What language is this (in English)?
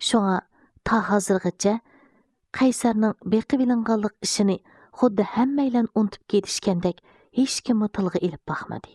Uyghur